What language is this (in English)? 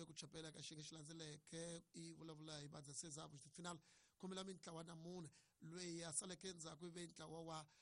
Tsonga